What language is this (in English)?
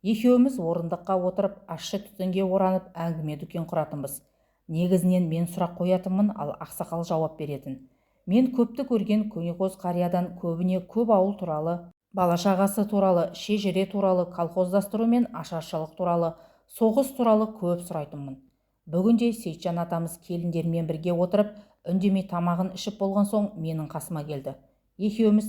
Kazakh